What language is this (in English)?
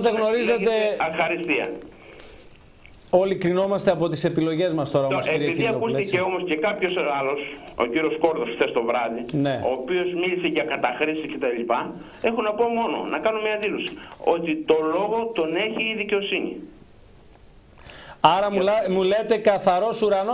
Greek